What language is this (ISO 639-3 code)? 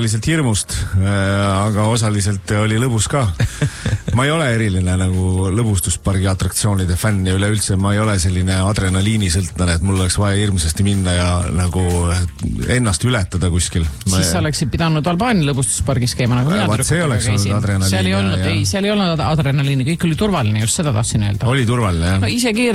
est